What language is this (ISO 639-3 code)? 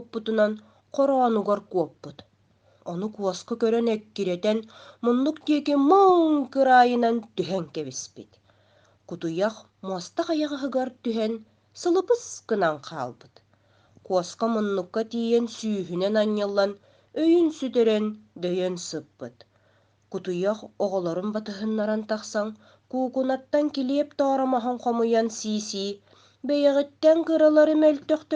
sah